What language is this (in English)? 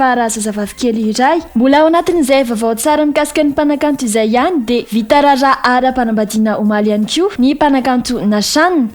Malagasy